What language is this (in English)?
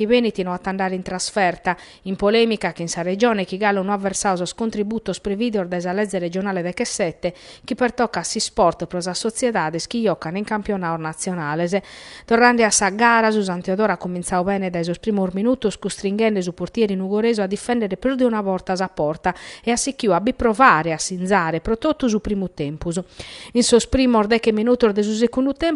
Sardinian